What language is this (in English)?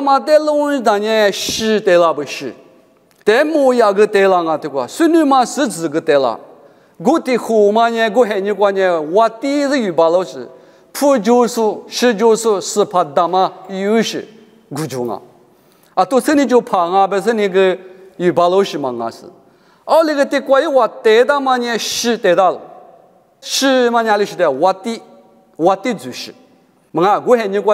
Lisu